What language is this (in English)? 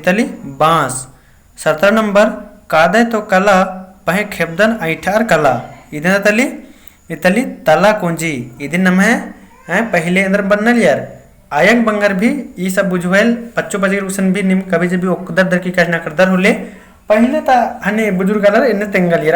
Kurukh